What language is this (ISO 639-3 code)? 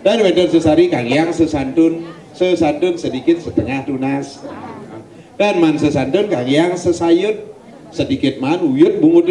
ban